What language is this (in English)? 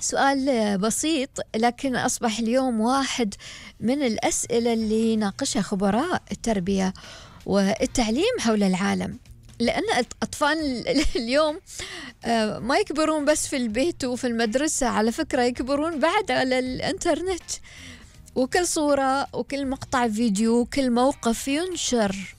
Gulf Arabic